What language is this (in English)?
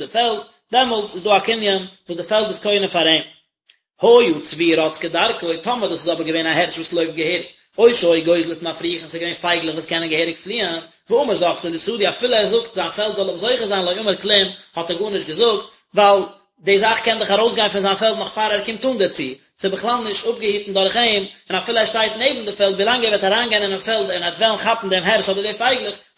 Yiddish